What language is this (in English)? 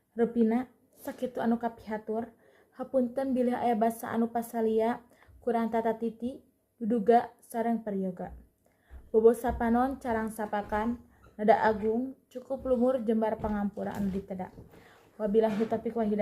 Sundanese